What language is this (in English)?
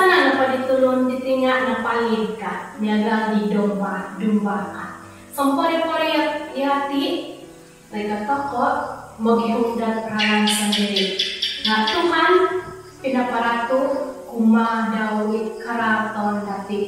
Central Dusun